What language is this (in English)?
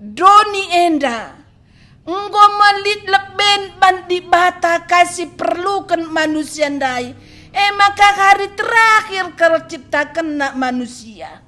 Batak Karo